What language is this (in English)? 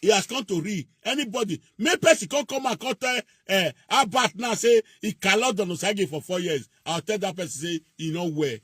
Nigerian Pidgin